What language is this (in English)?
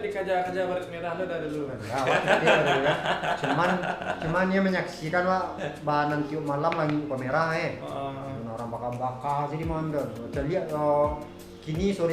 Minangkabau